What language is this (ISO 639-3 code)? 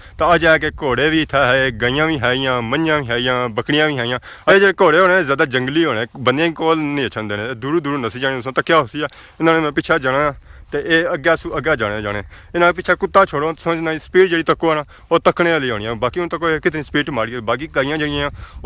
phr